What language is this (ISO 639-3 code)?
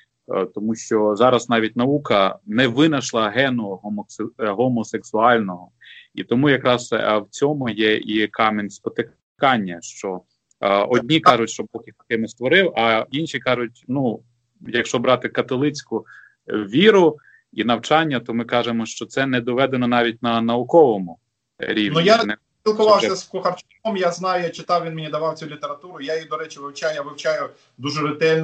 ukr